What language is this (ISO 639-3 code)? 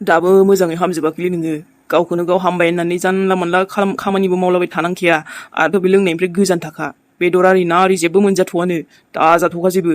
brx